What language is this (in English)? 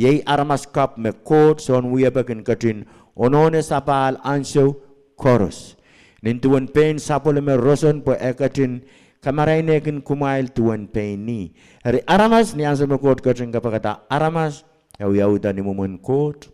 Pohnpeian